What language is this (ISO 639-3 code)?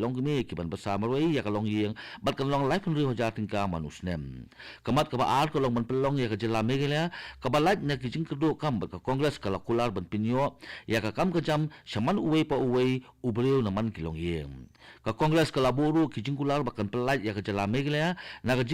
kha